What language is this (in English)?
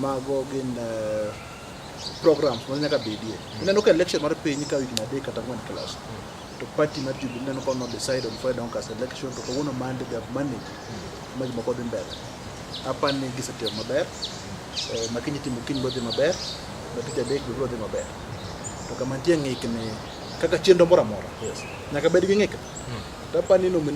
Luo (Kenya and Tanzania)